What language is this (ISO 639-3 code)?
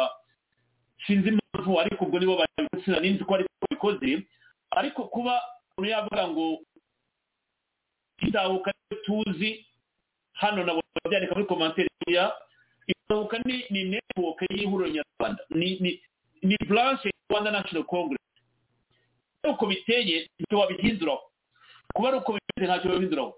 kin